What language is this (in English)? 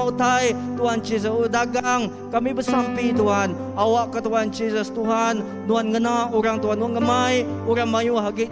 Iban